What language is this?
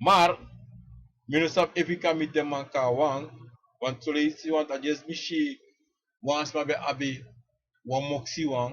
Sranan Tongo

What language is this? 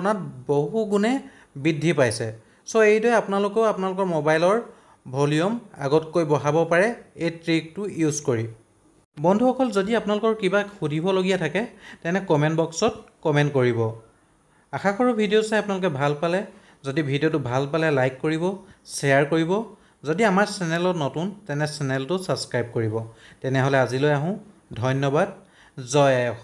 Assamese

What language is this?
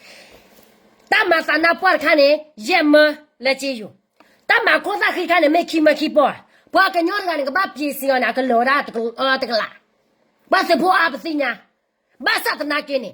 S'gaw Karen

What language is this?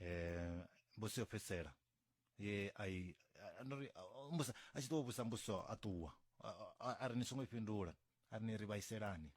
Venda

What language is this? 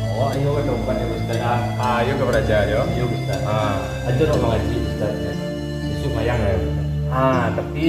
Minangkabau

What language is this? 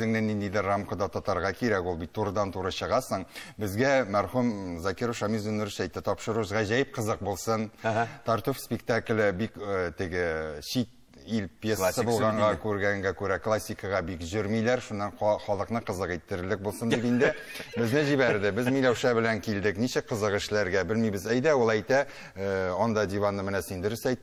Tatar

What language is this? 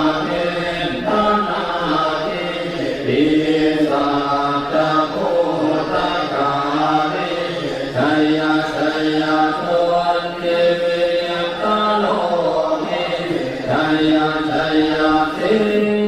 Pali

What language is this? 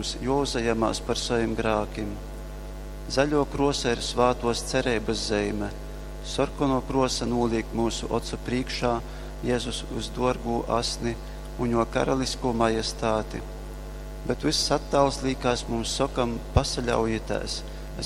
Latgalian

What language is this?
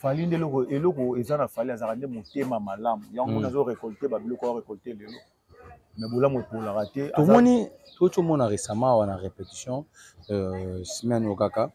Lingala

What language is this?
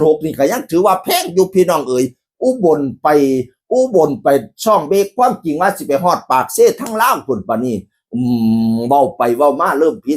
Northeastern Thai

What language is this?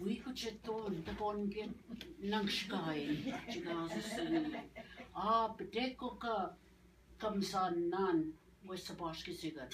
Ojibwa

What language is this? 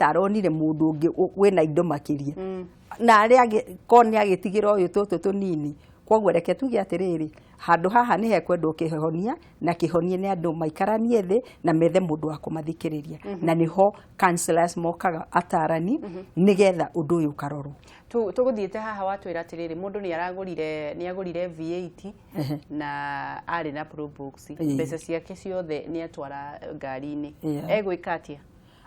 Kikuyu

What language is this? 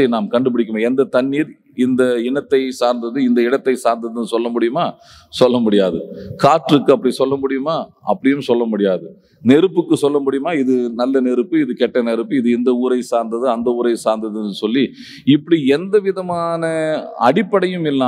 Tamil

